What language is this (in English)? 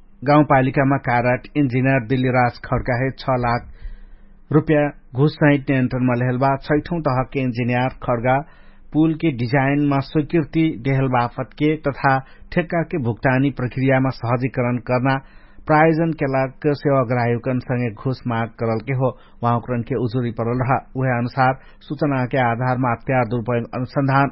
Dangaura Tharu